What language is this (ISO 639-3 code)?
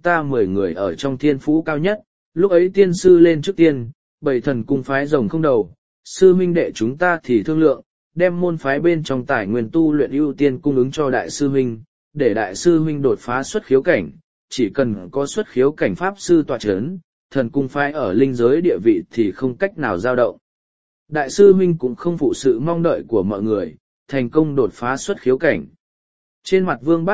vie